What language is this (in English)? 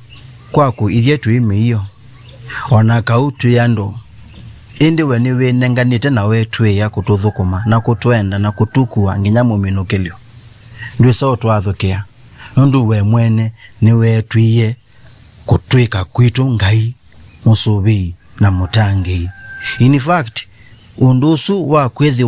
Kamba